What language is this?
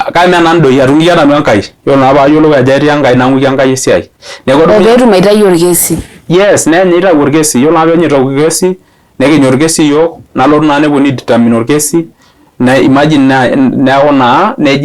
Masai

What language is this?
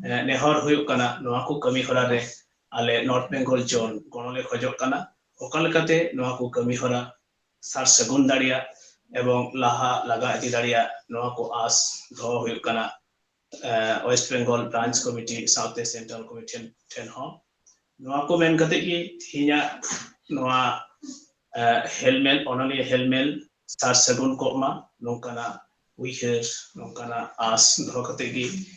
Santali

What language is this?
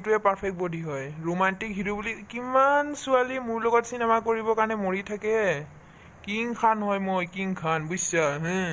Assamese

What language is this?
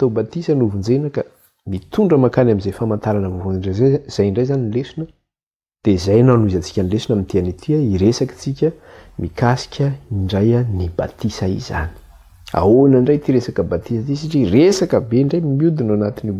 Malagasy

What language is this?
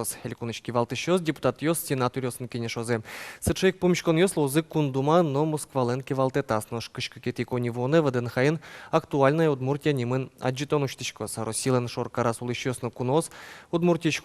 Udmurt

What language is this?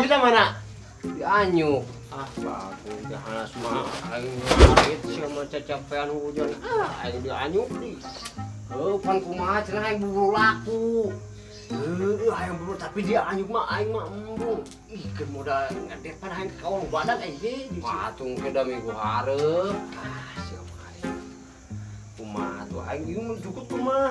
Sundanese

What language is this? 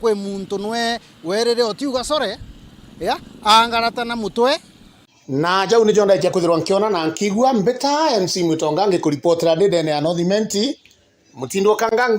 Meru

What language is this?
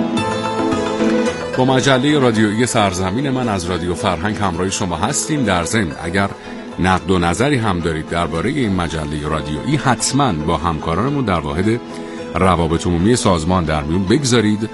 Persian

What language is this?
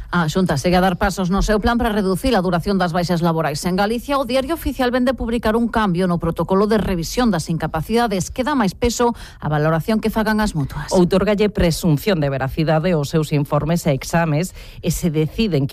Galician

